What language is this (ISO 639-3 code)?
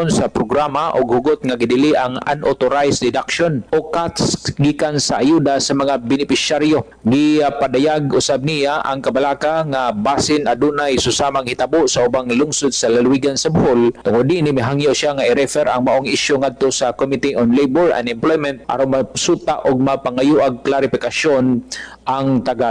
ceb